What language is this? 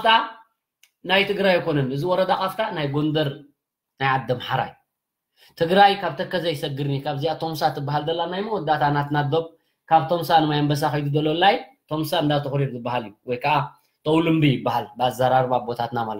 Tigrinya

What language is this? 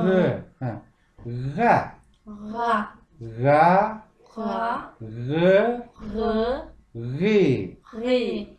Kabardian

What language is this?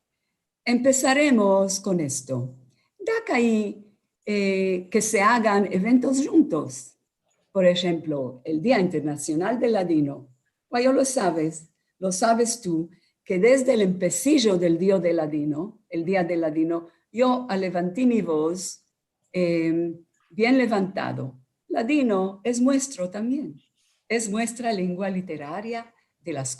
Ladino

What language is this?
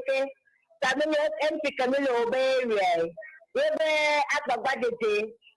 Ewe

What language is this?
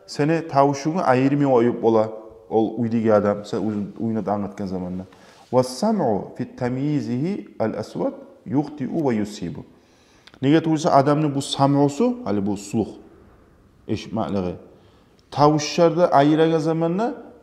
Kumyk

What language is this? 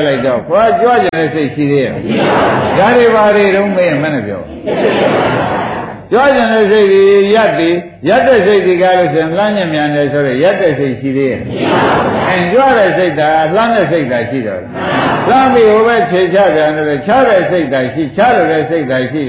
Burmese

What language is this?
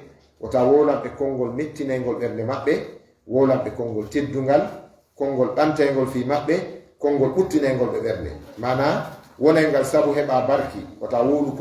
Fula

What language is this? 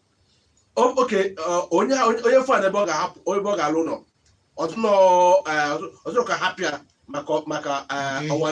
Igbo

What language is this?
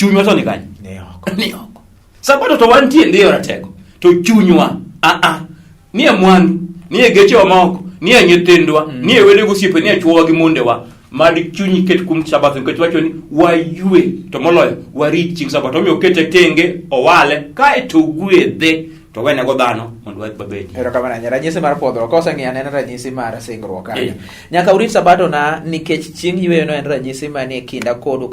Luo (Kenya and Tanzania)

